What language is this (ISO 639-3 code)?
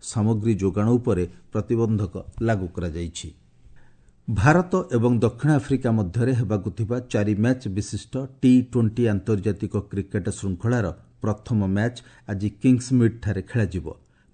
ori